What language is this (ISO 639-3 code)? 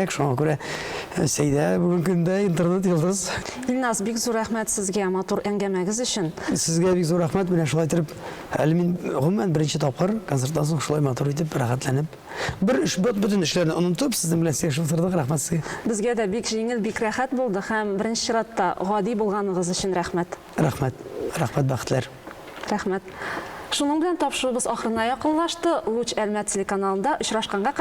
tat